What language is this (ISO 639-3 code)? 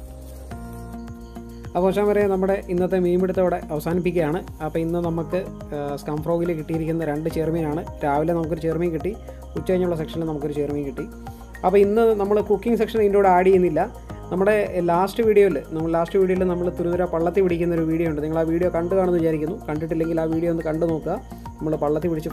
mal